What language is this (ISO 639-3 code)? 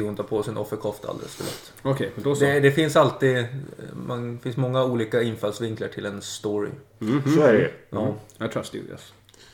swe